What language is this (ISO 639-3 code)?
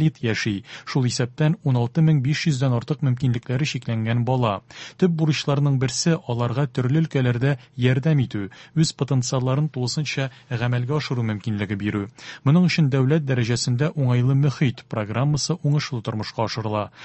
tat